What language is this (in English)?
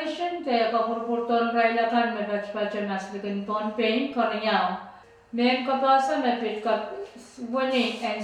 Pohnpeian